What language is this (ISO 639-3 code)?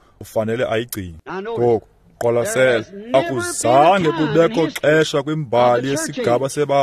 xho